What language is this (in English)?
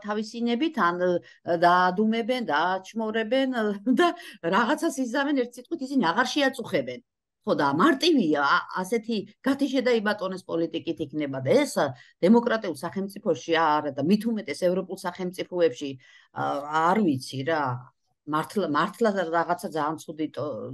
Georgian